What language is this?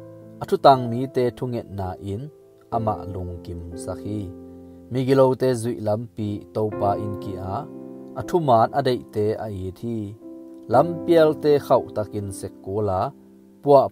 Tedim Chin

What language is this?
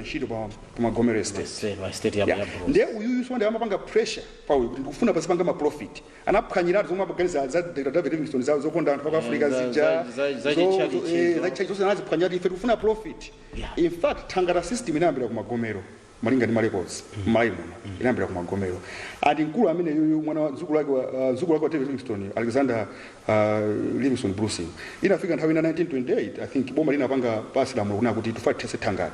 Nyanja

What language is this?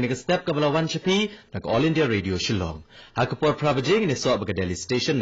Khasi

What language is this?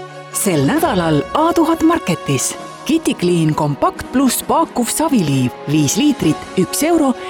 Estonian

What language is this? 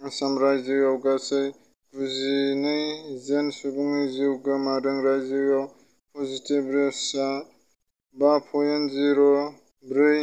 Bodo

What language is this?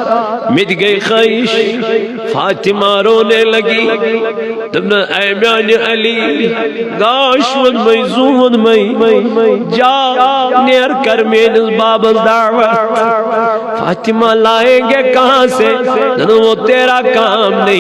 Kashmiri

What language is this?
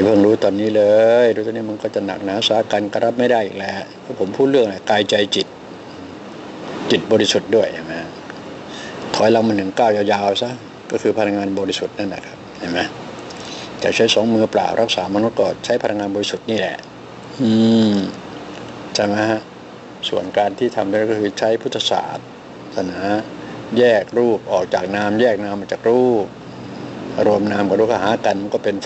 Thai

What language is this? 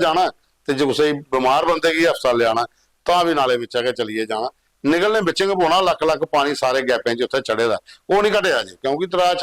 Dogri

